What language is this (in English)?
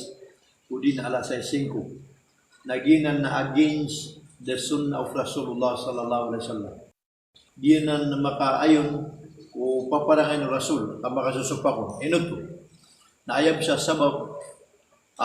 Maranao